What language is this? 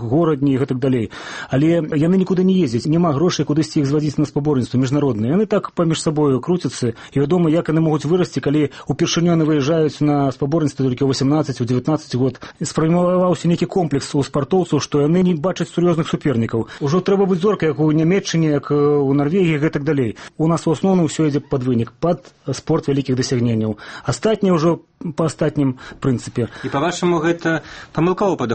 Belarusian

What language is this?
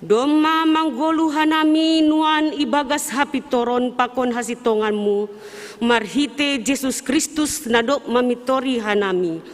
Batak Simalungun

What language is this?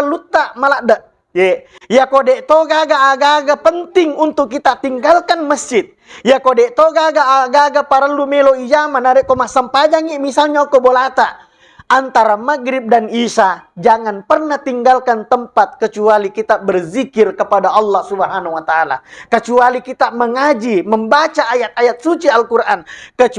Buginese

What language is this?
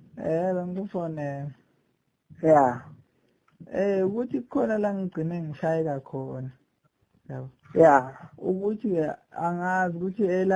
Zulu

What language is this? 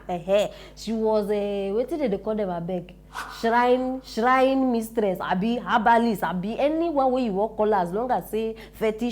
Nigerian Pidgin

